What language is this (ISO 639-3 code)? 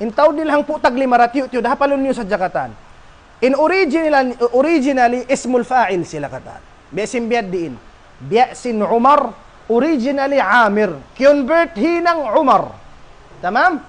tsg